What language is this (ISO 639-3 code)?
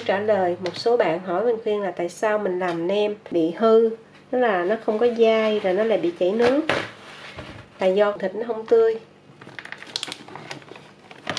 vie